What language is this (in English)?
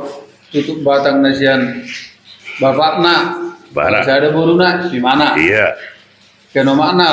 Batak Toba